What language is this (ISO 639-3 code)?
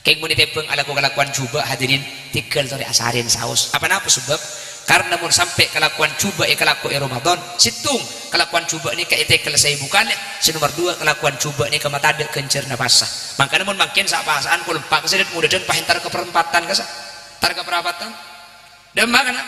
mad